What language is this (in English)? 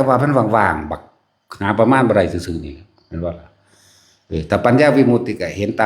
Northeastern Thai